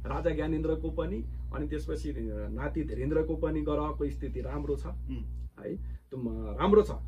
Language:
Nepali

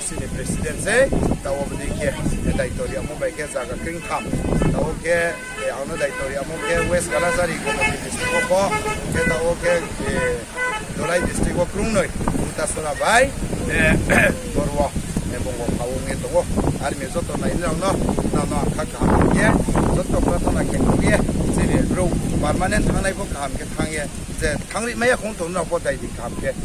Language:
Riang (India)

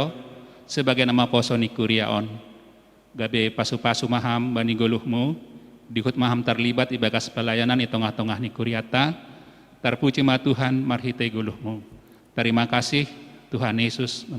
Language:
Batak Simalungun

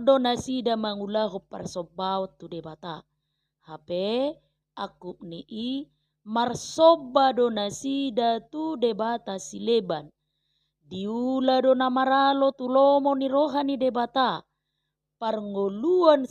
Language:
Batak Toba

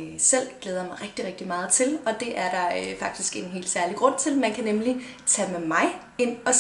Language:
Danish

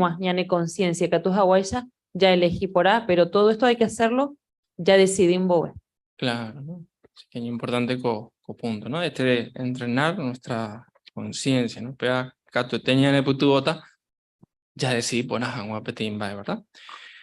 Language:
Guarani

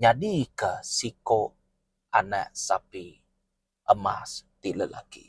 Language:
Iban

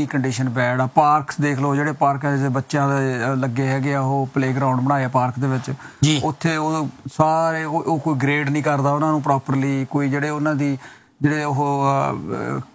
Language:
Punjabi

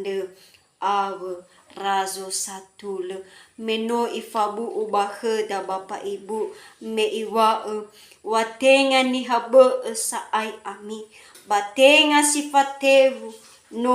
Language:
Nias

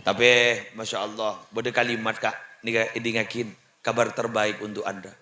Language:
Madurese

